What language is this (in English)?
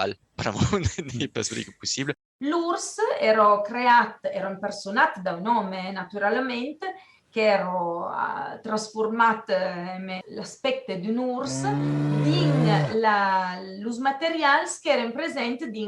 Occitan